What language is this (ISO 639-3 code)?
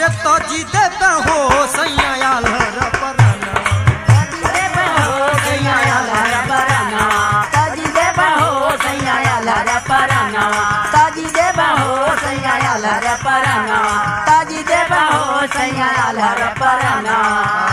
bho